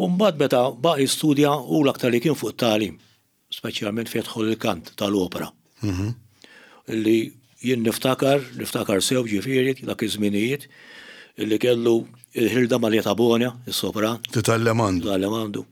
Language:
Maltese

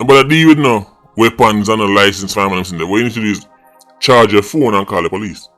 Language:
Jamaican Creole English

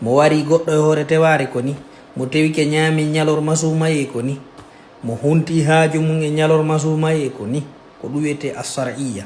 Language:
Fula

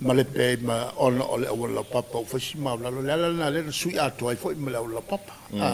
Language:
Samoan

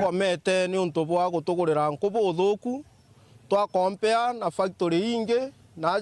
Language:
Meru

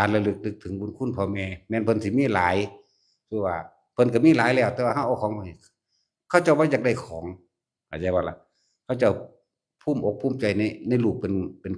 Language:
Northeastern Thai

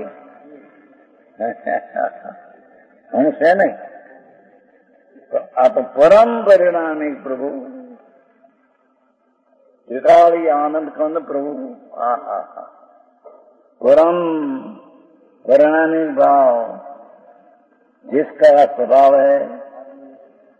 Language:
Hindi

